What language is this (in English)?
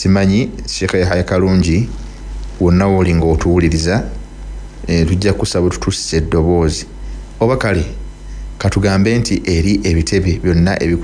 Ganda